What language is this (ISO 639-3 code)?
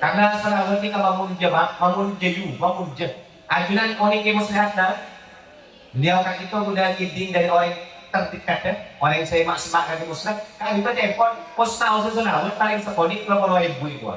mad